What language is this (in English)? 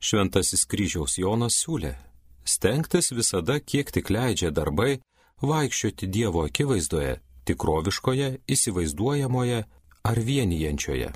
Lithuanian